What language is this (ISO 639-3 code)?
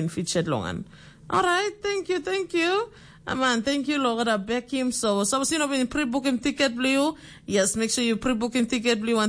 tpi